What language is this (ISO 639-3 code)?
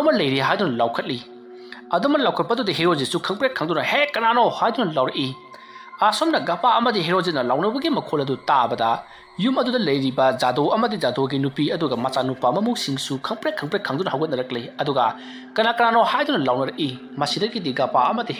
mni